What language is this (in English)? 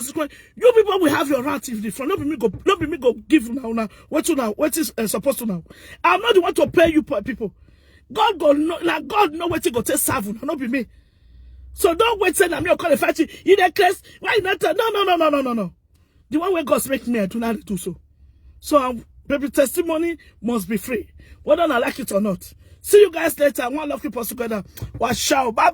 Nigerian Pidgin